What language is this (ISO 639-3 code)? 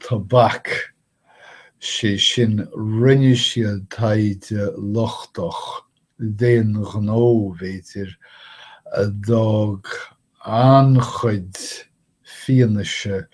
gle